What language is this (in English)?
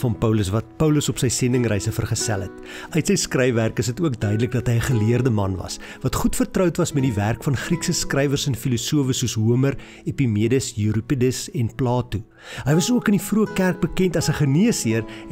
Afrikaans